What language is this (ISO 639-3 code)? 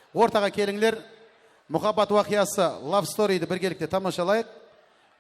kaa